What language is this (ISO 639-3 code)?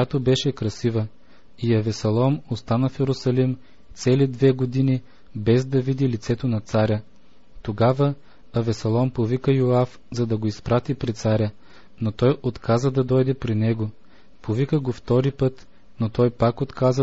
bul